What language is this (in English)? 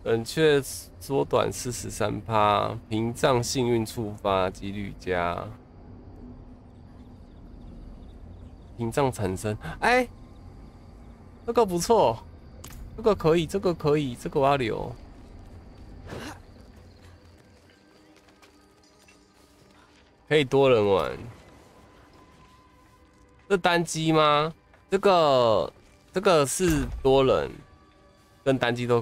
Chinese